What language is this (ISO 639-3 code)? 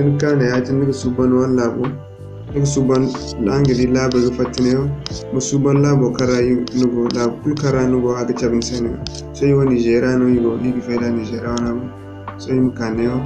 dje